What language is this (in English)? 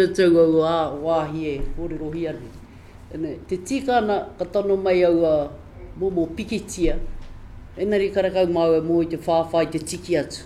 Māori